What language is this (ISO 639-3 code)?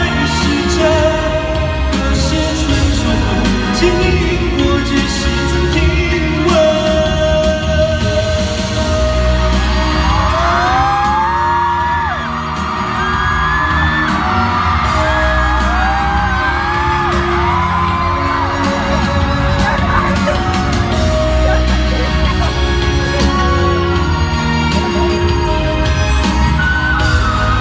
zho